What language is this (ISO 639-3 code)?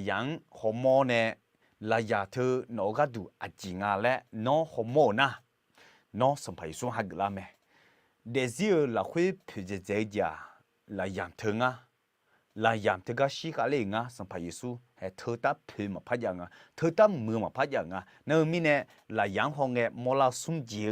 ahk